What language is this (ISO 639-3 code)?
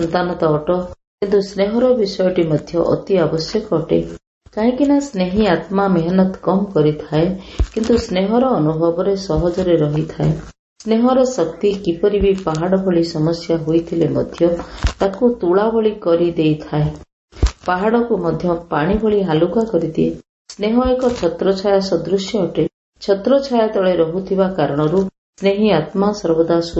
ori